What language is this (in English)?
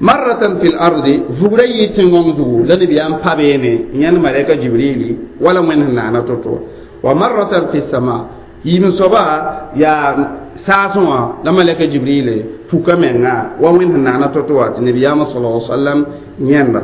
Mossi